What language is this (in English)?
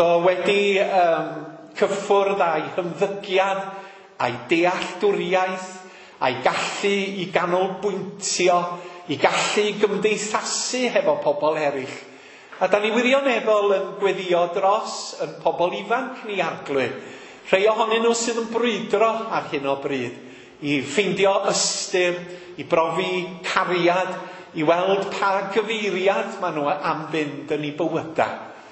Welsh